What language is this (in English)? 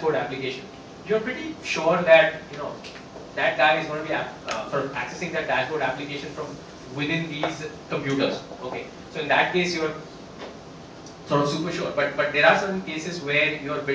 English